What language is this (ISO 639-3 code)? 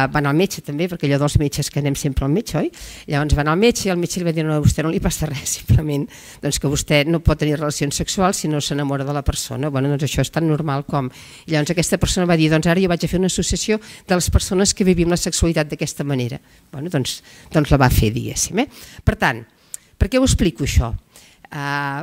cat